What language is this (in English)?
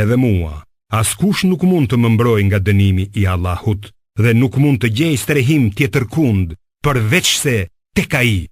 Albanian